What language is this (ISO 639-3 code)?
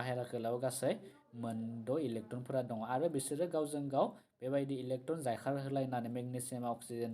brx